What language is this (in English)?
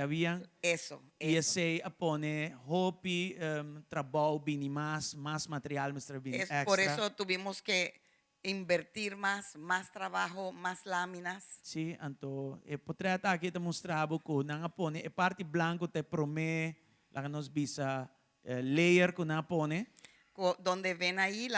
Papiamento